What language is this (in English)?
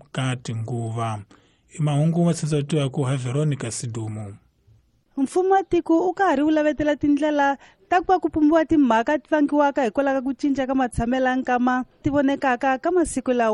Tsonga